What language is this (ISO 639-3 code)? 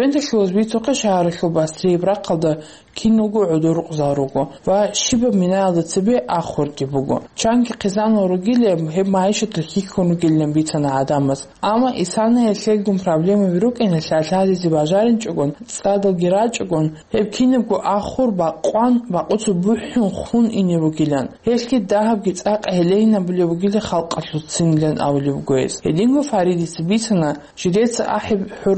ava